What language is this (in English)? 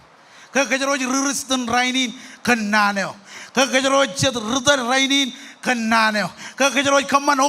Marshallese